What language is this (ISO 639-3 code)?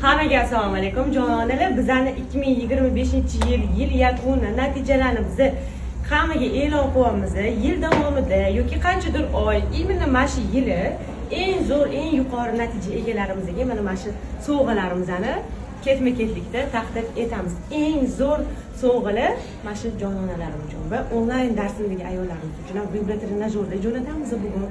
uzb